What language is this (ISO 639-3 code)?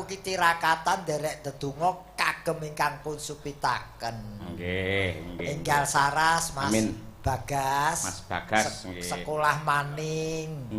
jav